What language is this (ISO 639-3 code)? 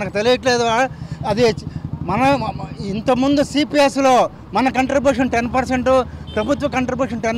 tel